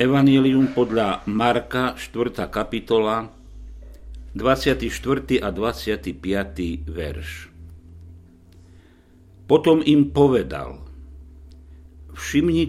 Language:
Slovak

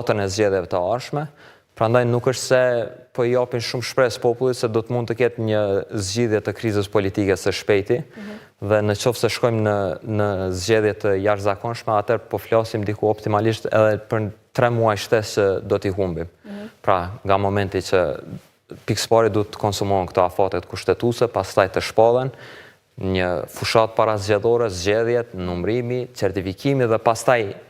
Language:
Albanian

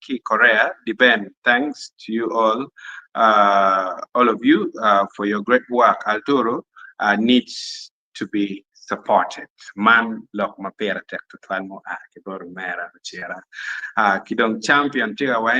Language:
Acoli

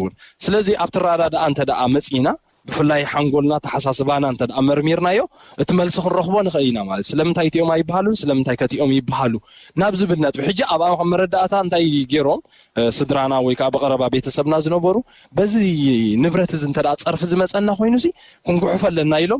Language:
Tigrinya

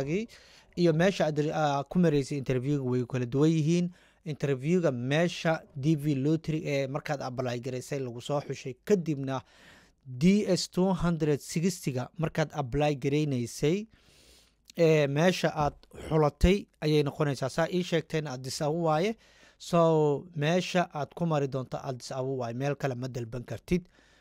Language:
Somali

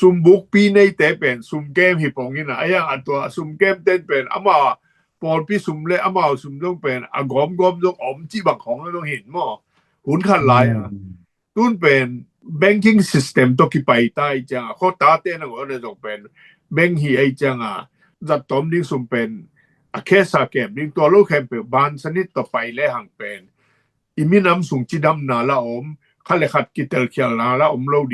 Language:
Tedim Chin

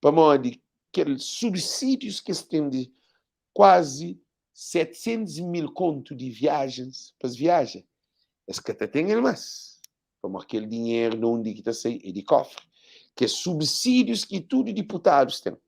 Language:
Kabuverdianu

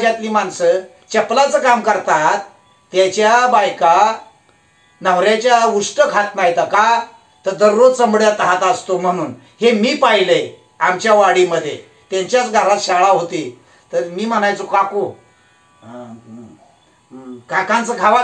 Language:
Marathi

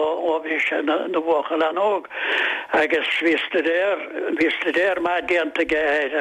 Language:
Irish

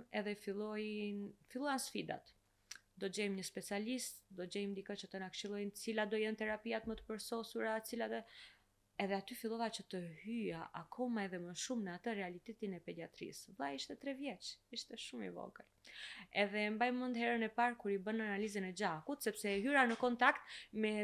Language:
Albanian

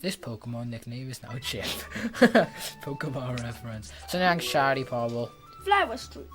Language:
Welsh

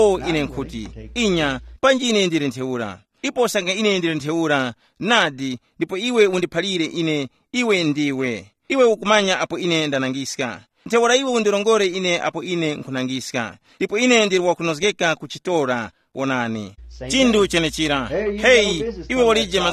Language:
Tumbuka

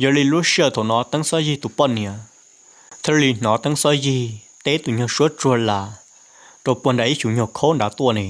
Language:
Hmong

